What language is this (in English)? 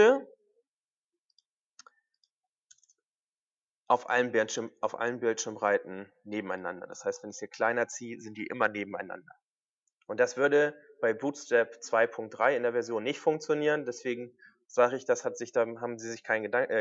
German